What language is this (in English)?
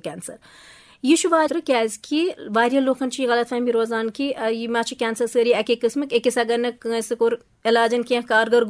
Kashmiri